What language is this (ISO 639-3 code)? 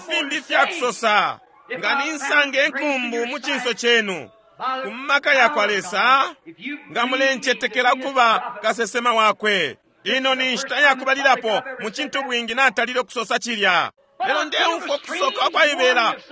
bem